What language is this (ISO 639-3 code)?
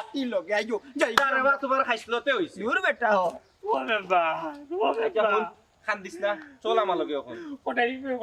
syl